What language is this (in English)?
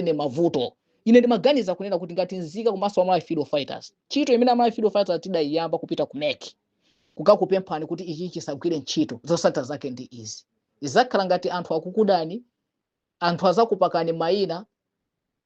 Nyanja